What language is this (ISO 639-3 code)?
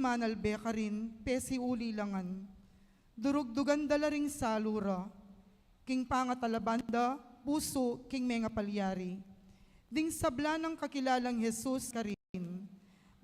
pam